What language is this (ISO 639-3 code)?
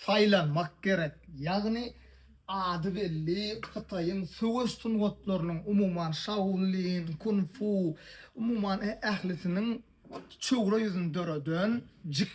tuk